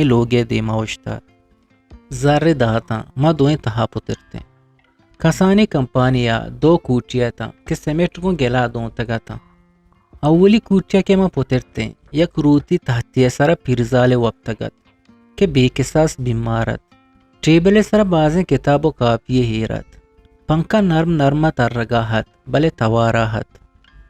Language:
Eastern Balochi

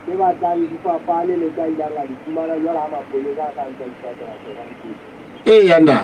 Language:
Southern Sotho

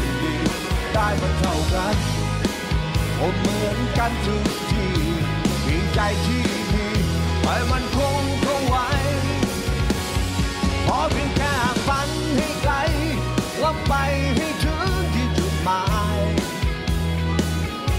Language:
Thai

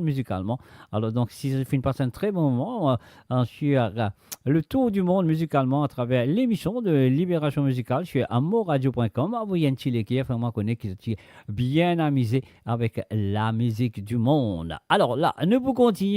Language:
Morisyen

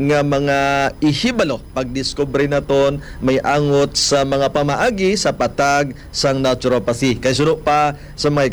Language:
Hiligaynon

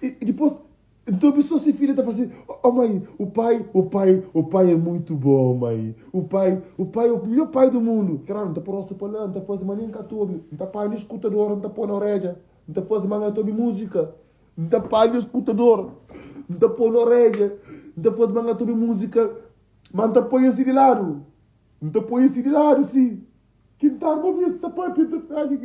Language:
Kabuverdianu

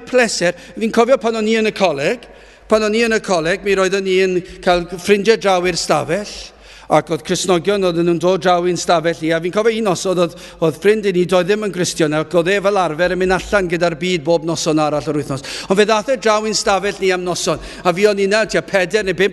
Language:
Welsh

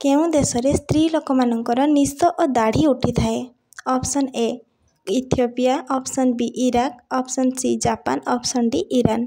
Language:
Odia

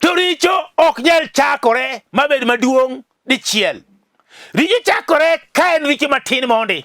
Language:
Luo (Kenya and Tanzania)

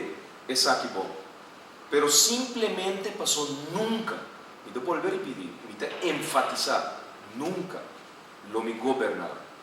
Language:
Papiamento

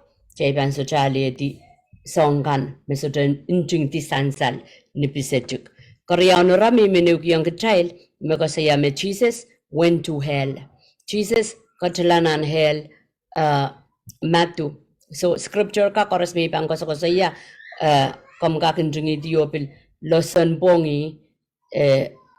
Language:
Pohnpeian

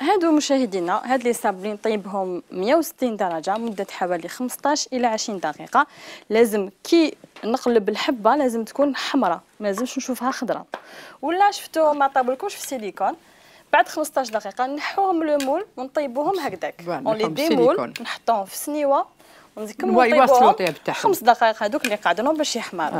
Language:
Algerian Arabic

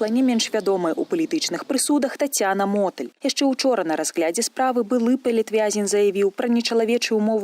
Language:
Belarusian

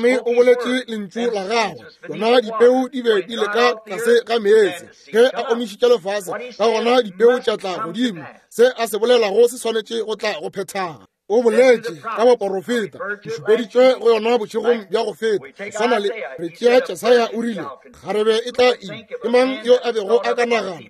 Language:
Northern Sotho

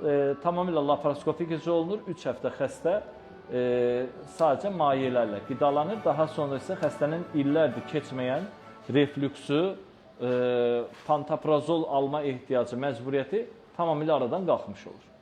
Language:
Azerbaijani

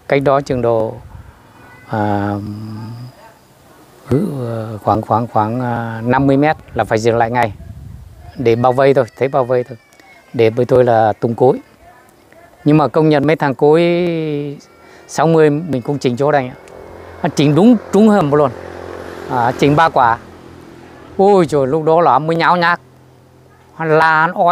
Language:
Vietnamese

